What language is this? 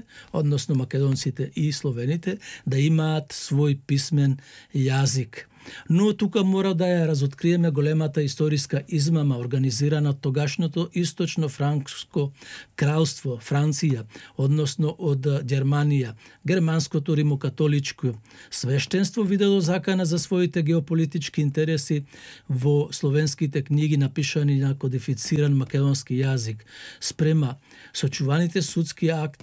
Macedonian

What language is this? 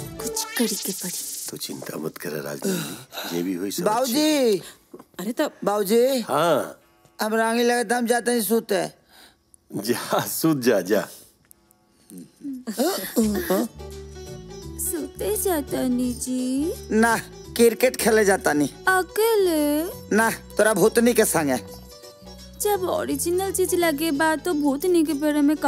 Bhojpuri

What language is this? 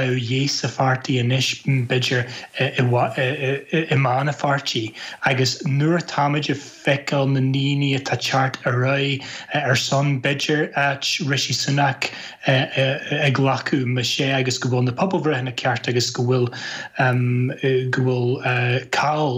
Irish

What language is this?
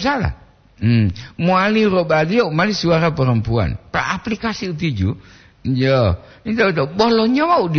Gorontalo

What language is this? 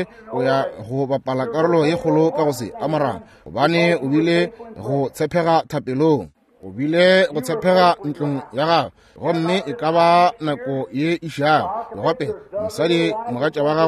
Northern Sotho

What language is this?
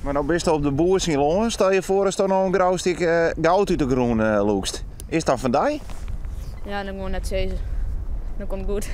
Western Frisian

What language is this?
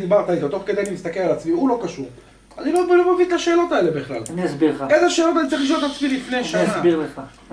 Hebrew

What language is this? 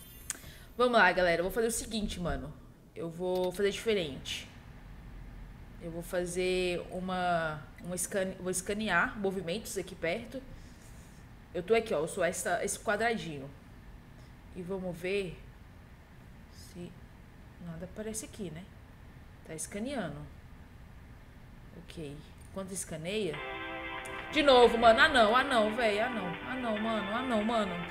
Portuguese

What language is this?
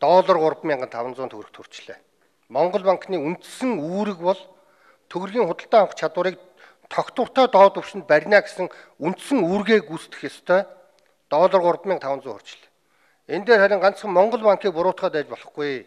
Mongolian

